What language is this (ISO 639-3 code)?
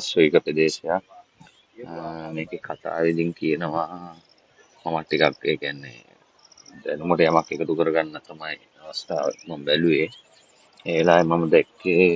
sin